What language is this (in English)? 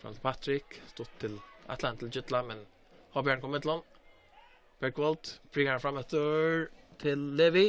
Faroese